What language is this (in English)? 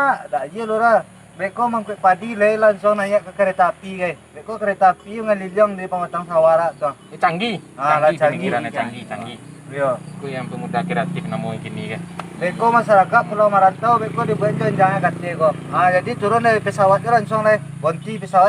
Minangkabau